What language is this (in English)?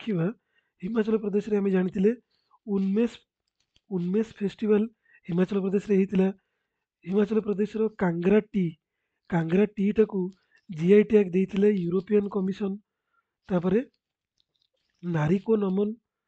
Odia